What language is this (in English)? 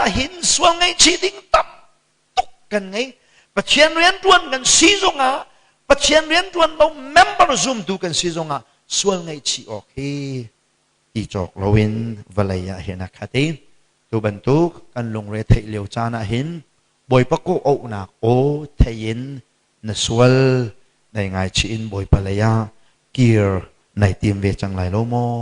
Hakha Chin